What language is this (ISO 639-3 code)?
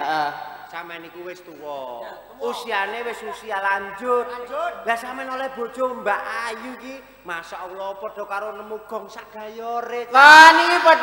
jav